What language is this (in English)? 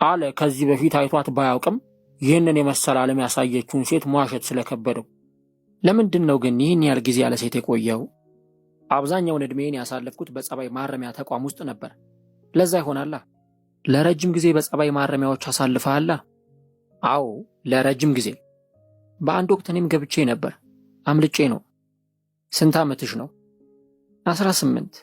Amharic